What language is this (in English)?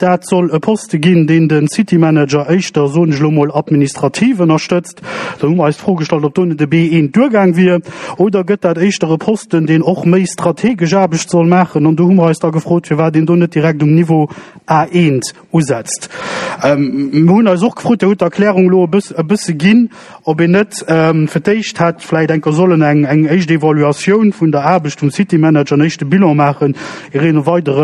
Luxembourgish